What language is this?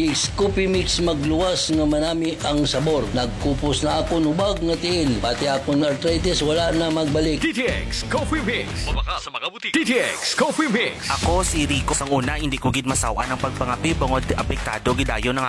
Hiligaynon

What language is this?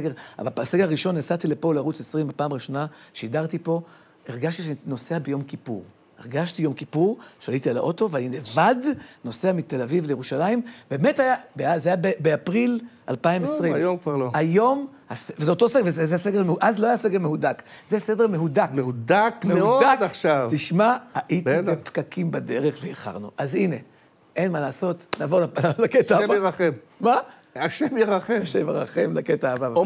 Hebrew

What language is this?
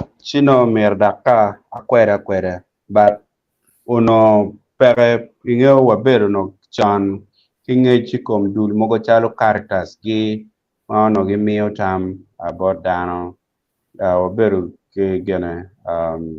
Acoli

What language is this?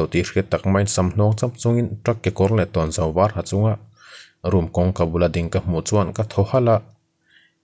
Mizo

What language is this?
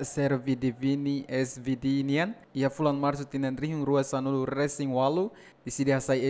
Tetum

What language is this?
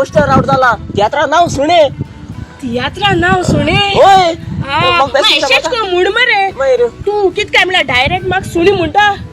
Konkani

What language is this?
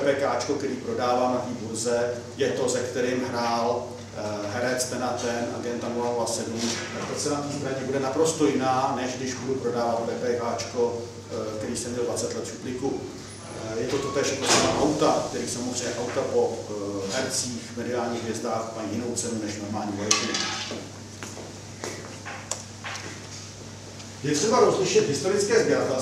Czech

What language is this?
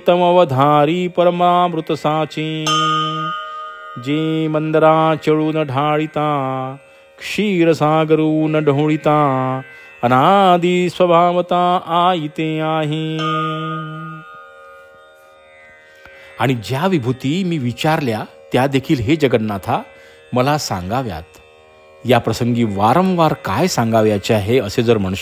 Marathi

